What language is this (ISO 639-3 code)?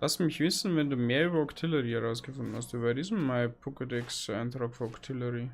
bar